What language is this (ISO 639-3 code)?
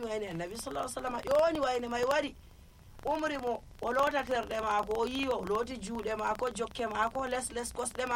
fuv